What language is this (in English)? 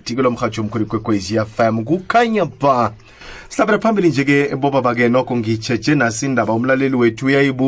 South Ndebele